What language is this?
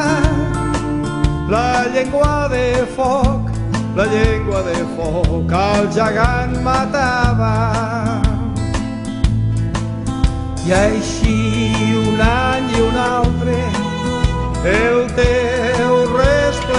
Catalan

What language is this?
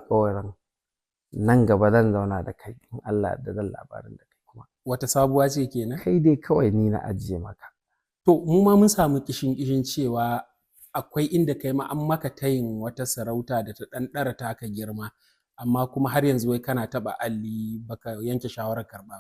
Hausa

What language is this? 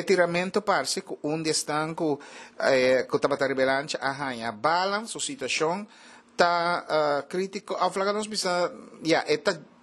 Papiamento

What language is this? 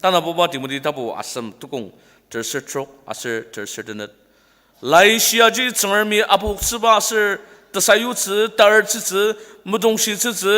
Ao Naga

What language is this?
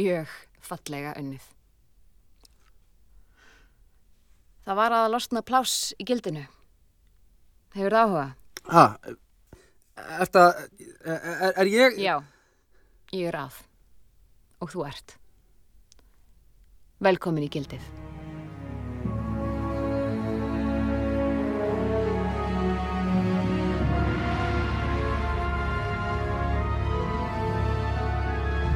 Icelandic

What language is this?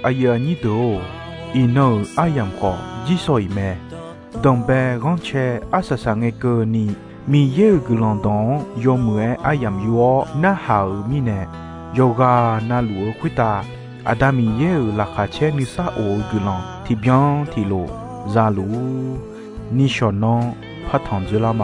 Akha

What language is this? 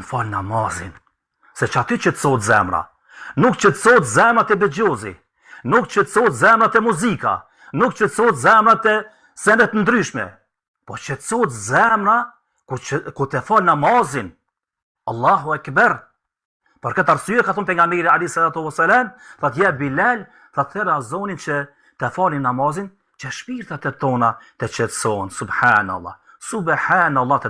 Albanian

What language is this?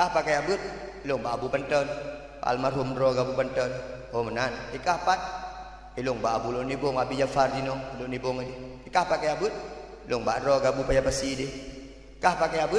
Achinese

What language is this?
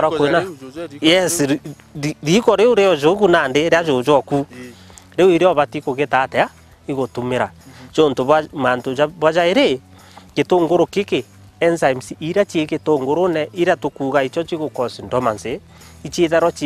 Meru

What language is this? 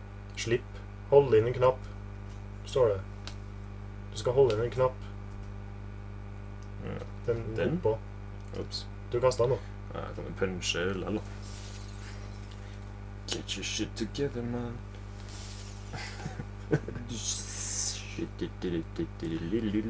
Norwegian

